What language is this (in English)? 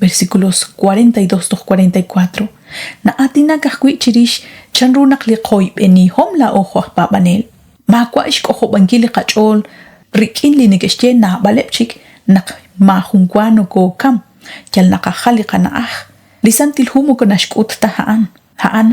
Kekchí